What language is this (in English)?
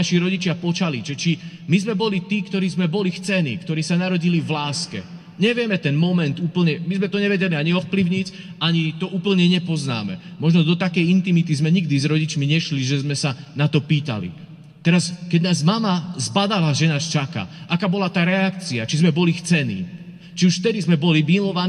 Slovak